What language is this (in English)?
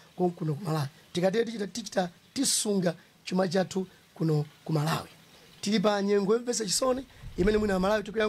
Nyanja